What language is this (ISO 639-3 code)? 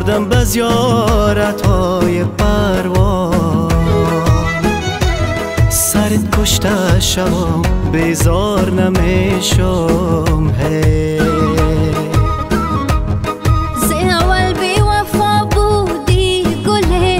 fas